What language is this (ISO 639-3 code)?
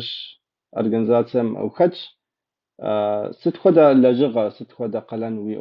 kbd